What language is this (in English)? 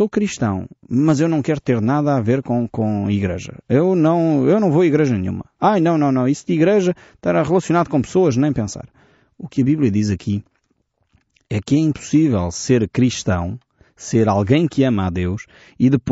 Portuguese